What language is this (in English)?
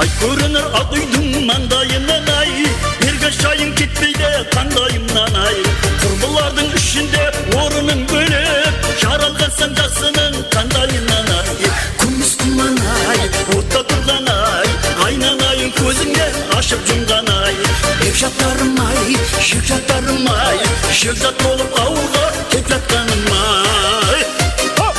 Kara-Kalpak